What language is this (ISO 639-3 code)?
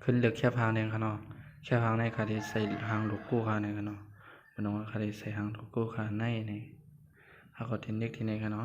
shn